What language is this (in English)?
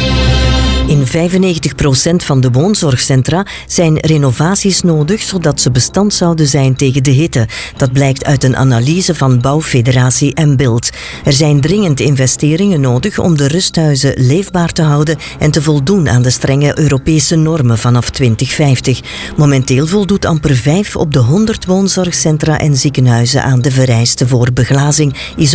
Dutch